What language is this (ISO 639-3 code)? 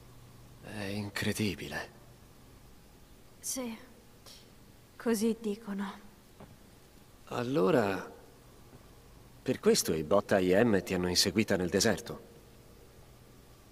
ita